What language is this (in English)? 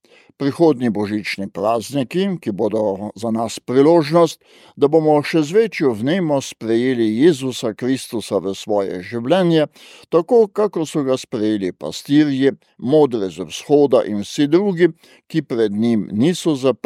Slovenian